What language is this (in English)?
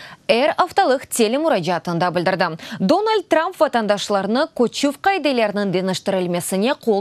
Crimean Tatar